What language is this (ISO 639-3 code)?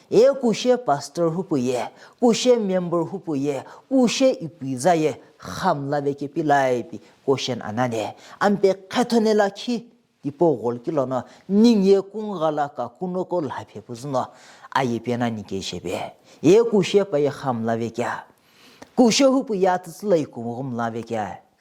nsm